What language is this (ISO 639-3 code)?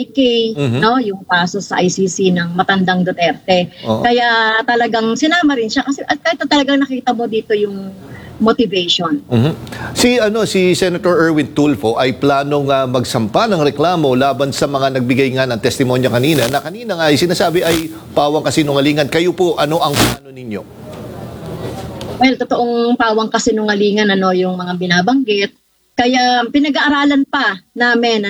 fil